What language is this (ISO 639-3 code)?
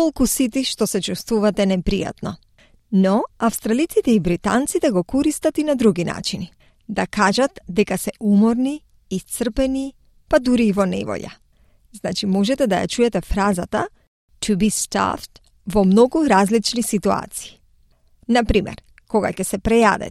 mkd